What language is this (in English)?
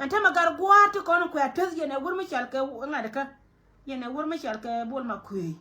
Nuer